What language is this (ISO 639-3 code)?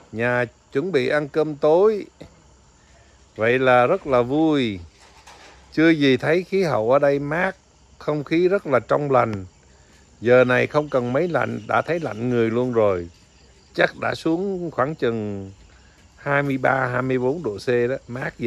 vie